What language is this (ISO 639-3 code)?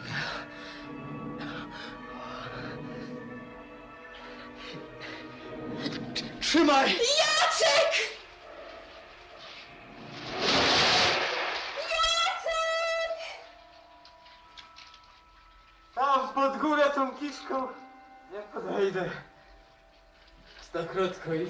pol